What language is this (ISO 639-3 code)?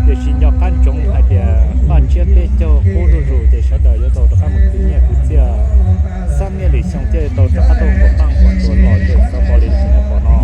hmn